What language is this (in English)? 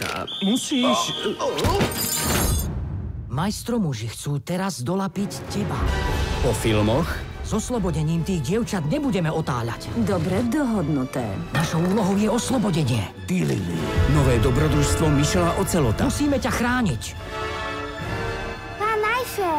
Slovak